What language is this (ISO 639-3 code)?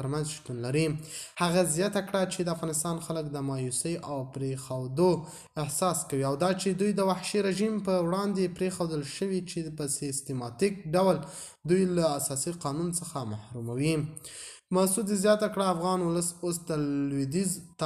pus